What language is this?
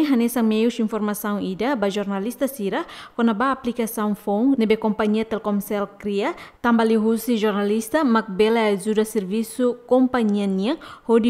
Tetum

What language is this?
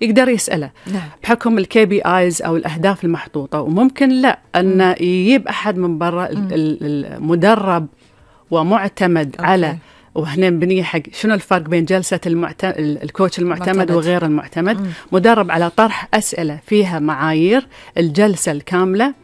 Gulf Arabic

